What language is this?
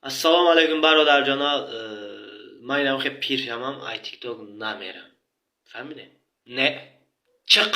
Tajik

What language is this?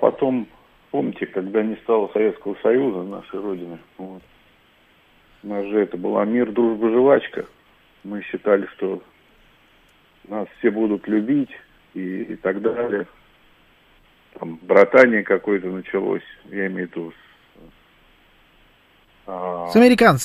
Russian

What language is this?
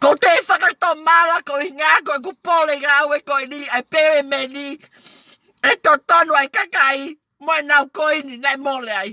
Tongan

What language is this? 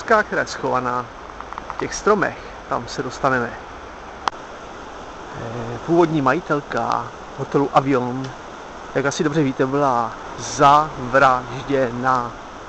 Czech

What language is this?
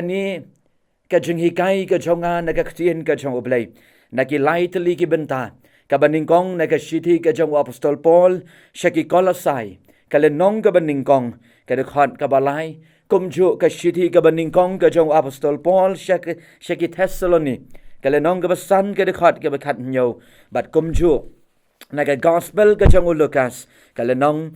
Khasi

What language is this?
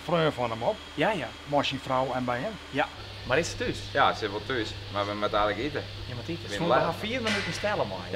Western Frisian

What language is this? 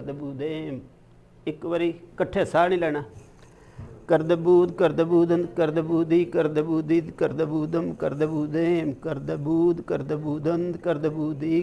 Punjabi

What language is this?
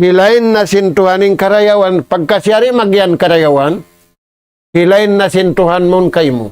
Tausug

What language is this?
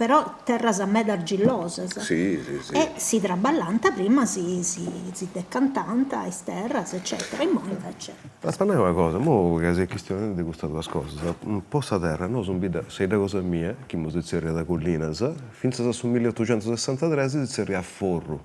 Sardinian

